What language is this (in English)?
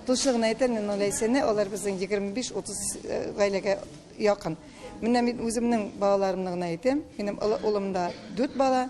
Tatar